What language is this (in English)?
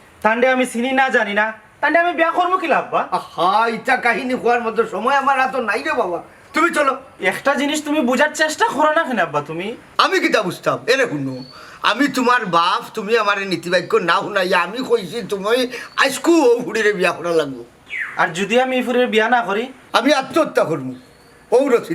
Sylheti